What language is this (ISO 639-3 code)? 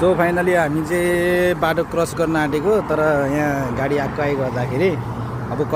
nep